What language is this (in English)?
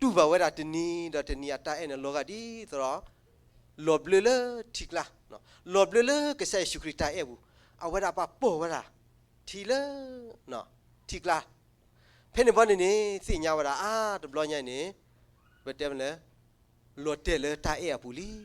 S'gaw Karen